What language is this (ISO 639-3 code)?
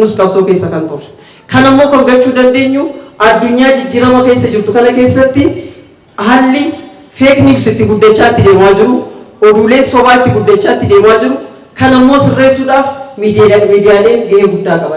orm